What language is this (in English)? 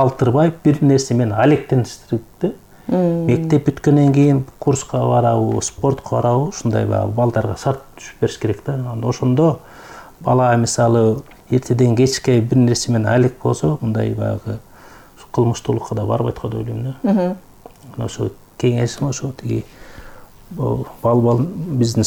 Kyrgyz